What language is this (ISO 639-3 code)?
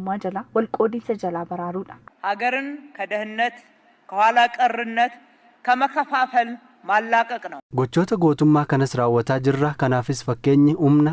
orm